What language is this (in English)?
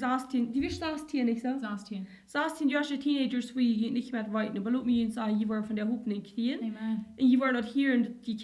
Plautdietsch